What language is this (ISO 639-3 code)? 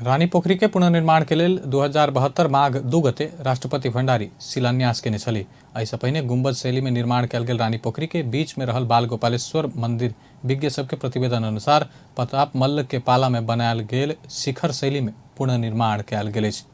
mai